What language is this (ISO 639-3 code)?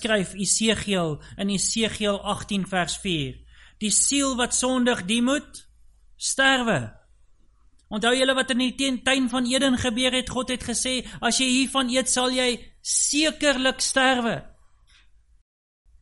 afr